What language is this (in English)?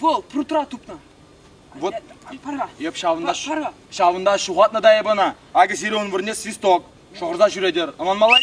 Chuvash